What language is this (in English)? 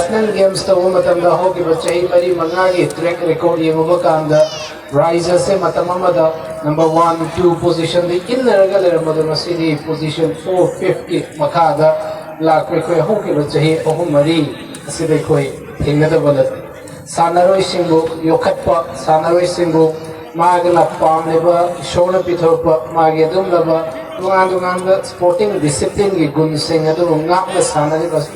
Manipuri